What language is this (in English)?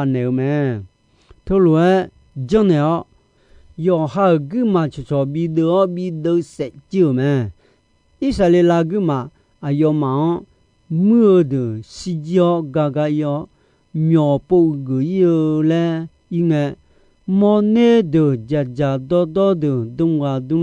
Akha